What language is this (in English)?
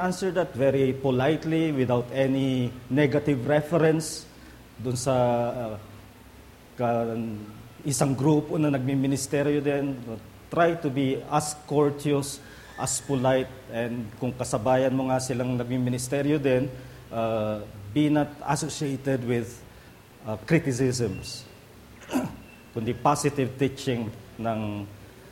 Filipino